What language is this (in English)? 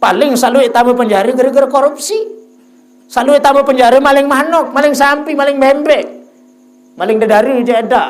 Sasak